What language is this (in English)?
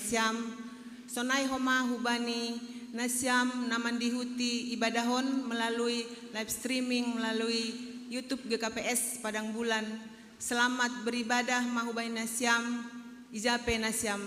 Batak Simalungun